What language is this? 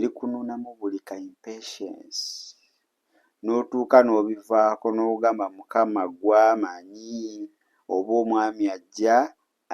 Ganda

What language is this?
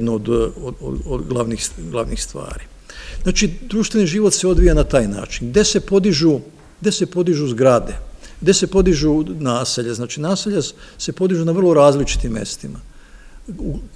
Serbian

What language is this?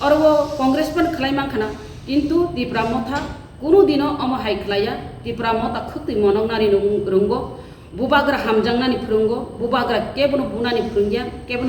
Kok Borok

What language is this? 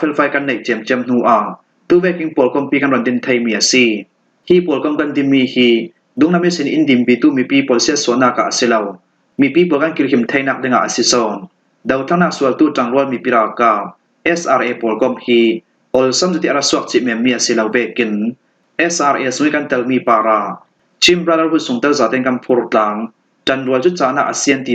Falam Chin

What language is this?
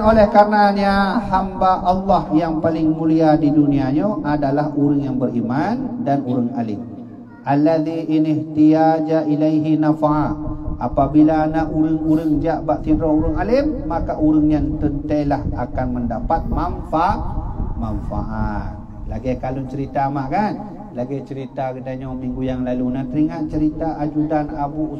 Achinese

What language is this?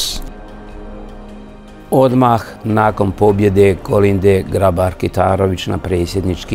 Croatian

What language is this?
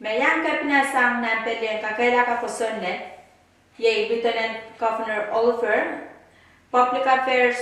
Pohnpeian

